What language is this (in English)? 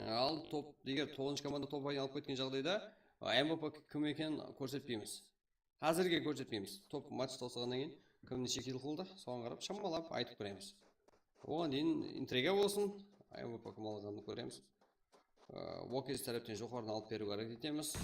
Kara-Kalpak